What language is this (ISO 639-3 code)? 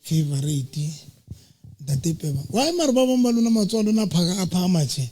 sot